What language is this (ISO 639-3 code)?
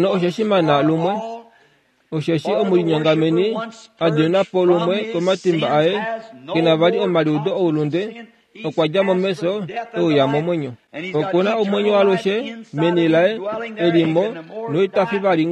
kua